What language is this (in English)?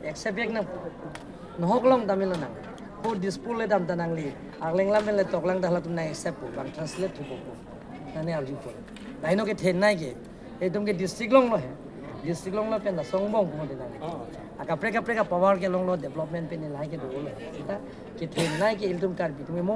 Karbi